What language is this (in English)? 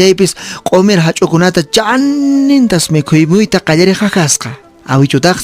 Quechua